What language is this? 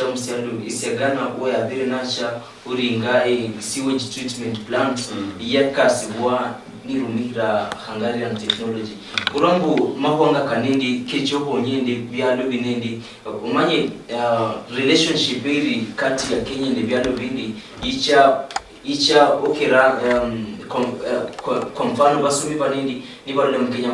Luyia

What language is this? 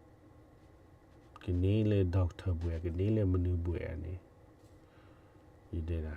S'gaw Karen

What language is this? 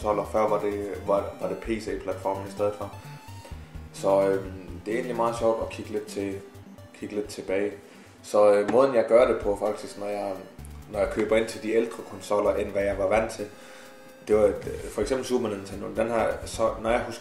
Danish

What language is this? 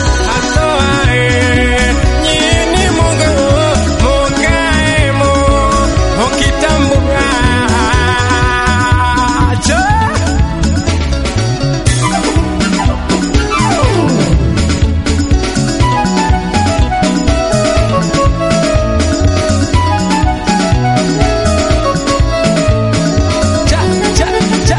Swahili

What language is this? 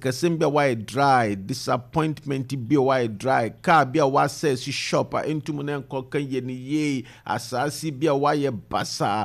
Akan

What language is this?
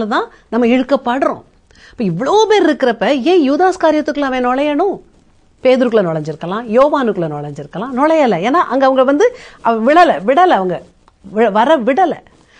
Tamil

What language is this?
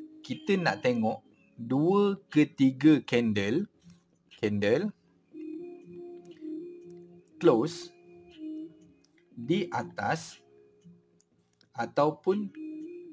Malay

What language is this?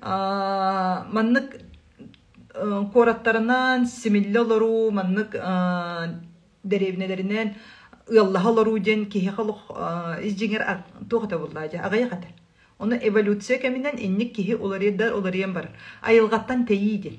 Yakut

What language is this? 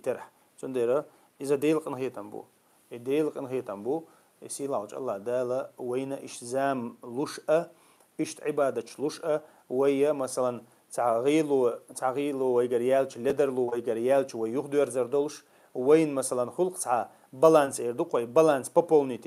Chechen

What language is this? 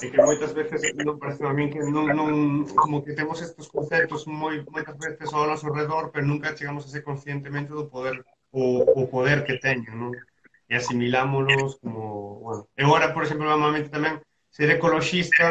Galician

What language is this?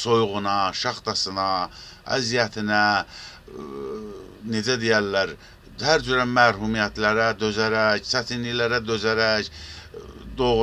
Azerbaijani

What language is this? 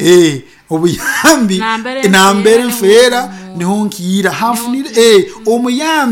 Nyoro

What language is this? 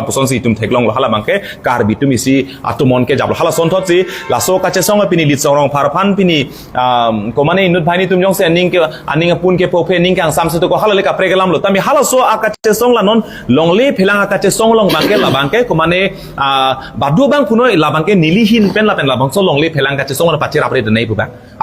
Karbi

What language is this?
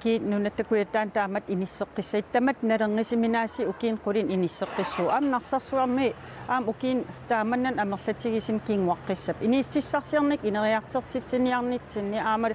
Kalaallisut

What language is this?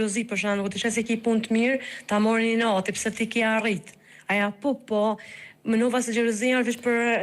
Albanian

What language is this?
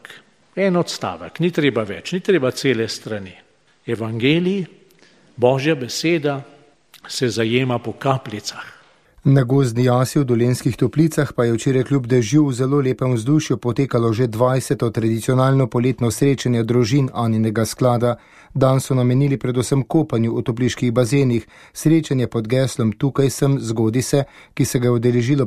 Slovenian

